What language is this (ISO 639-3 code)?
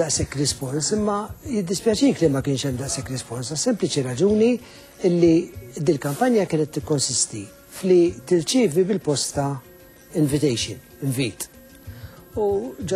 mlt